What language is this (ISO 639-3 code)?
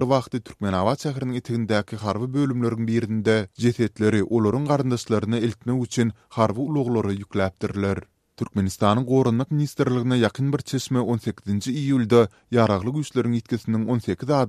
tuk